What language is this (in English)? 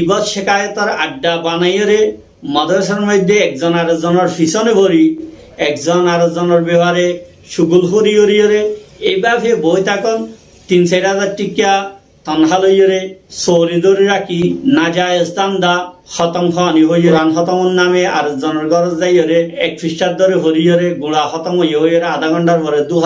Rohingya